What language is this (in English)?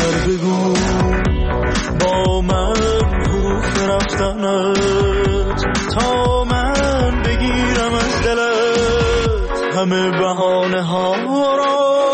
Persian